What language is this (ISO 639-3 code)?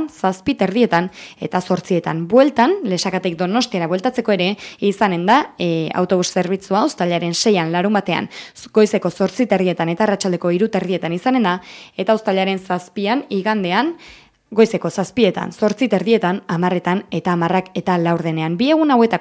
eus